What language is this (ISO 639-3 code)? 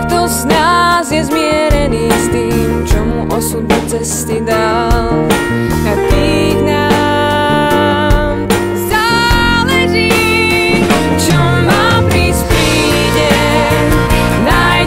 slk